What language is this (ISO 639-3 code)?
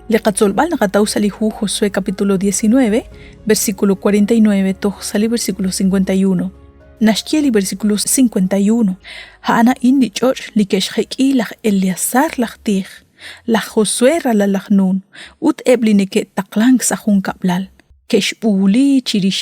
kek